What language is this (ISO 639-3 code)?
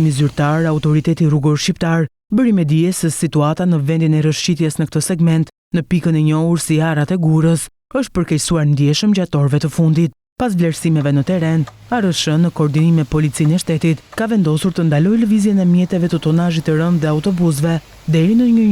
sqi